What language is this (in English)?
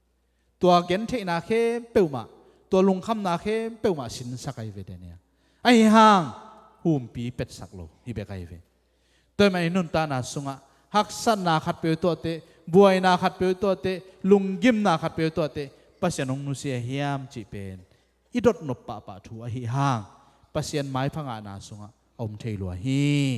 Tedim Chin